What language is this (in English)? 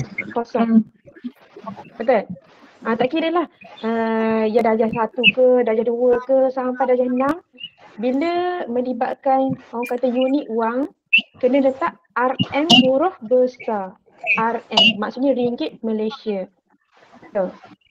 Malay